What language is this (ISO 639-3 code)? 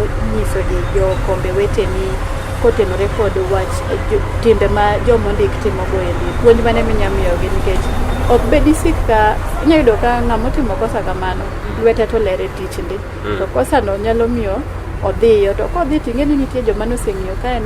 luo